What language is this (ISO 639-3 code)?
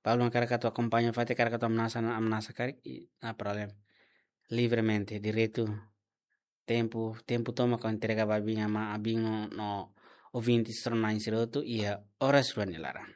tet